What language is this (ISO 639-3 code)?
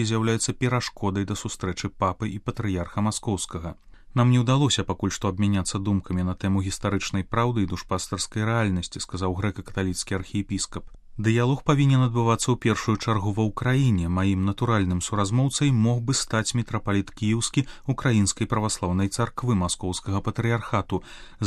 bel